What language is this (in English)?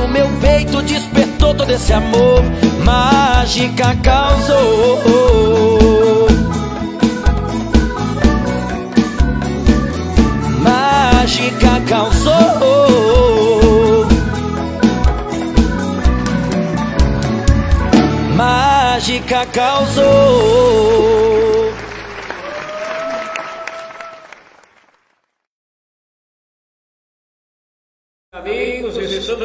Portuguese